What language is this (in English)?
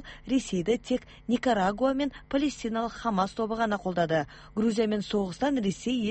Kazakh